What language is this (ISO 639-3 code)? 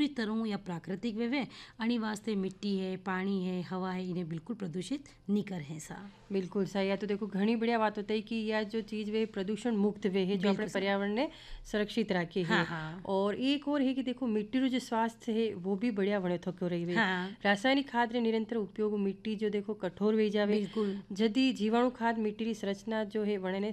hin